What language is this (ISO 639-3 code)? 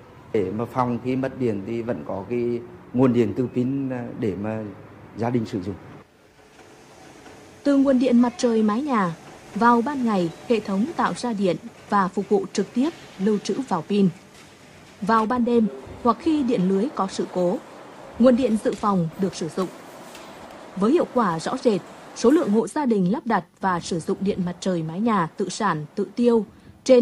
vie